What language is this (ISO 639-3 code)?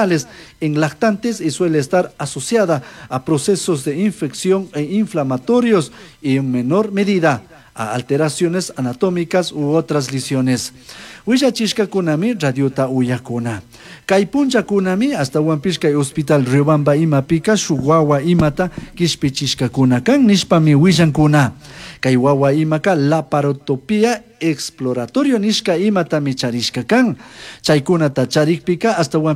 qug